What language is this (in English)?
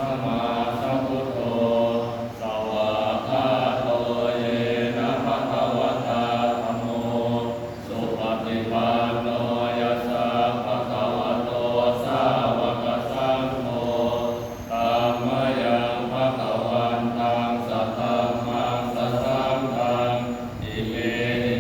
Pali